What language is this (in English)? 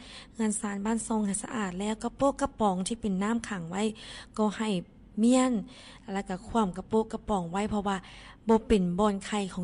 Lao